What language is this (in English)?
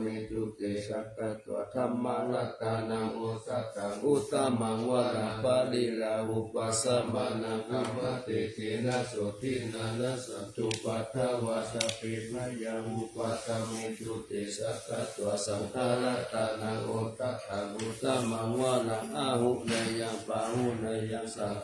Pali